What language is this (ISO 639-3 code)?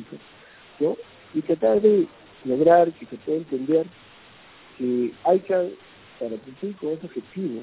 spa